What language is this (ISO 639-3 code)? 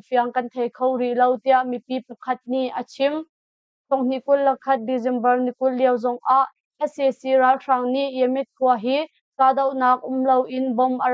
cnh